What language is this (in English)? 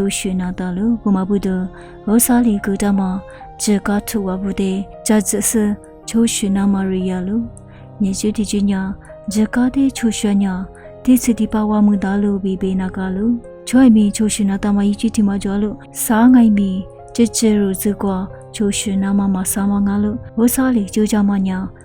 Lisu